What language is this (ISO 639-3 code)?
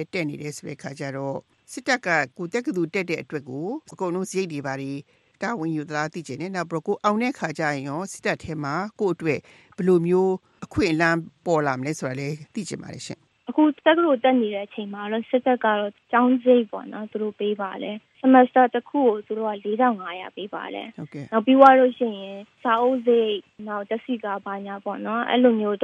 mya